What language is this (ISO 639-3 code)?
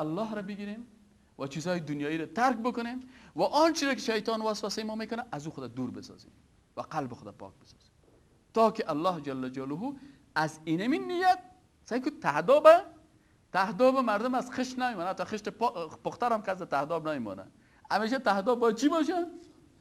fas